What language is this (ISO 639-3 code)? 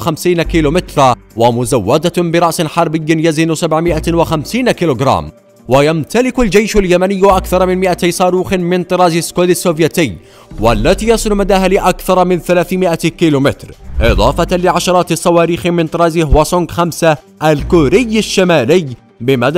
ara